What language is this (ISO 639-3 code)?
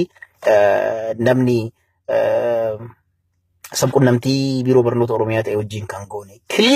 orm